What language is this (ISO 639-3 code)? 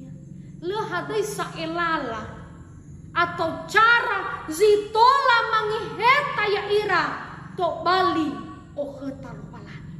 nia